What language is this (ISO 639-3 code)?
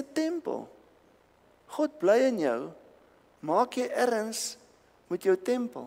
afr